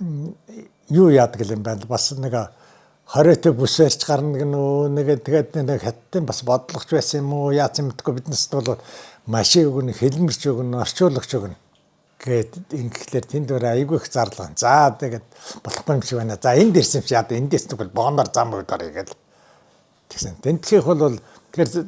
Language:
Mongolian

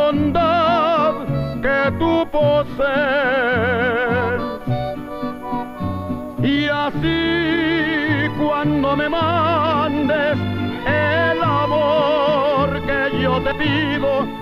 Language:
Spanish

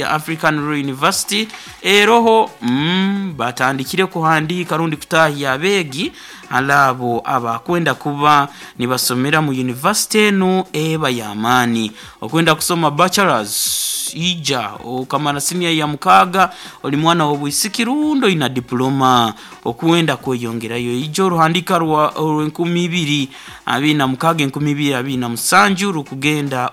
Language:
Nyoro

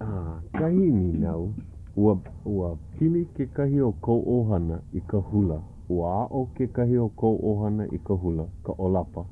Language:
Hawaiian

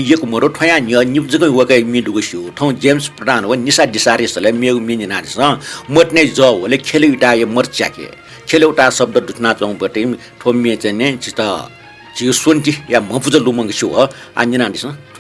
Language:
Newari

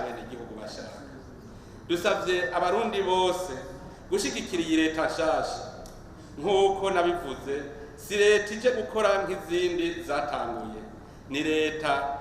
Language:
Rundi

